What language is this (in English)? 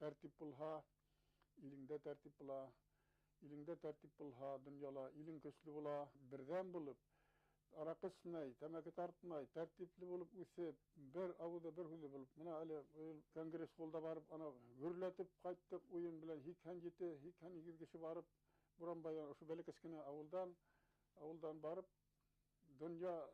Bashkir